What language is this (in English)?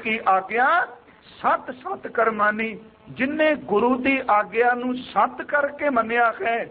Punjabi